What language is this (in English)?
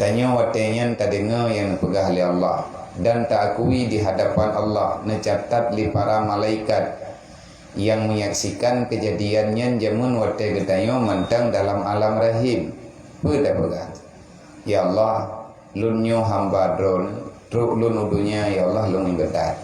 Achinese